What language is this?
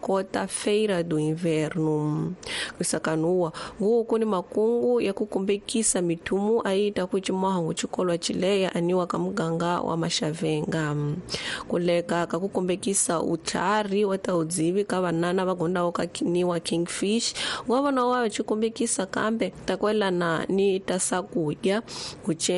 Tsonga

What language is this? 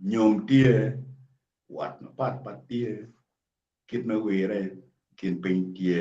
Acoli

